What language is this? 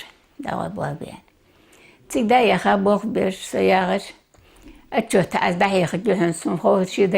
Ingush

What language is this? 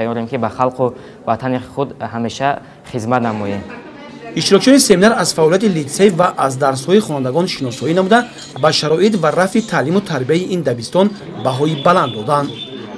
Tajik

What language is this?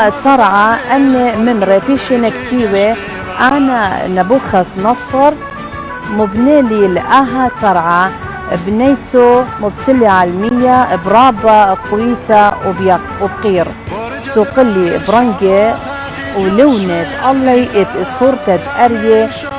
Assyrian Neo-Aramaic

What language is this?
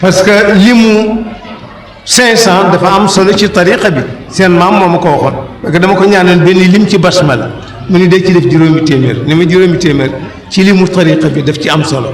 Wolof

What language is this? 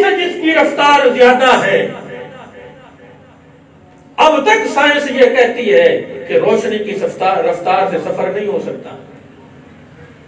Urdu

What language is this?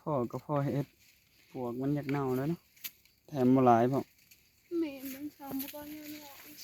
Northeastern Thai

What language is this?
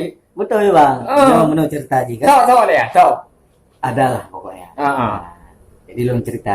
Achinese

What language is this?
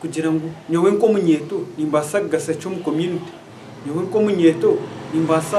Nyankole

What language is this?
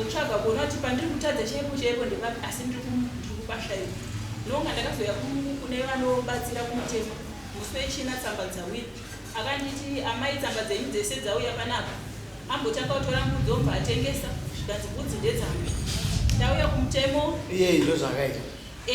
Shona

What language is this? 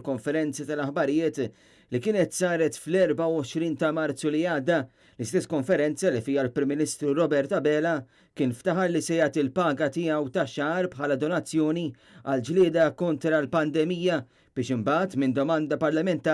Maltese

